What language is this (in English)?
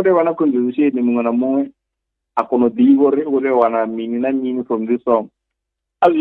Venda